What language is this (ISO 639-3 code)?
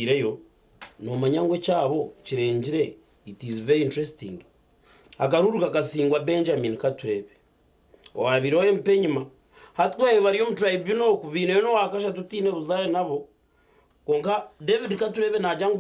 nyn